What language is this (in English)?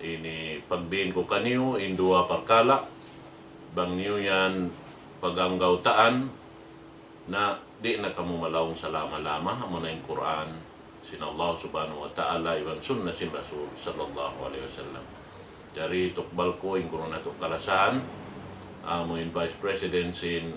Tausug